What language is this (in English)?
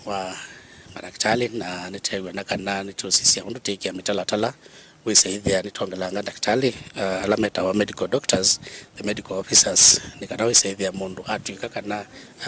Kamba